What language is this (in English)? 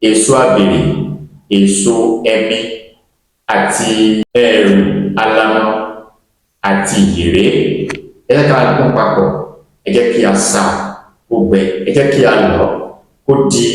Yoruba